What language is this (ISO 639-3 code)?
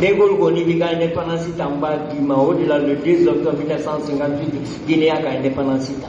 bam